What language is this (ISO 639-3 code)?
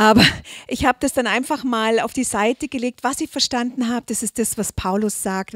deu